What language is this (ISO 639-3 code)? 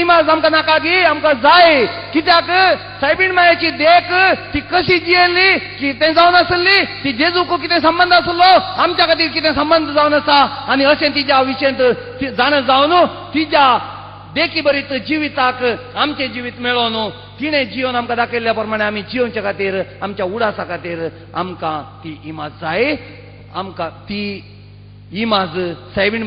kok